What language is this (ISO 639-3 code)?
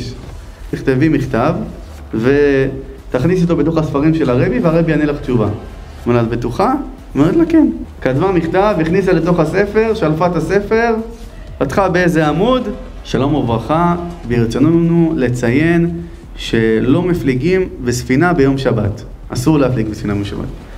heb